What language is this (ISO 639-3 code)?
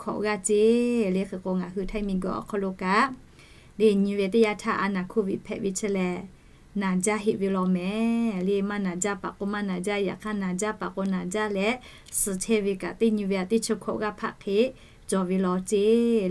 lhu